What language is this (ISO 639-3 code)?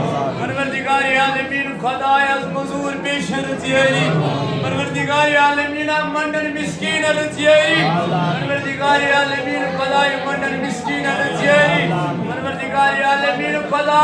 kas